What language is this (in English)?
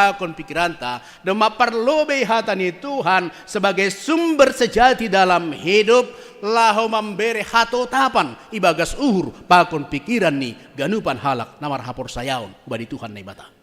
Batak Simalungun